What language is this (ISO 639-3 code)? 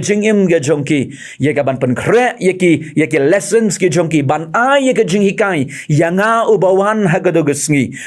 kha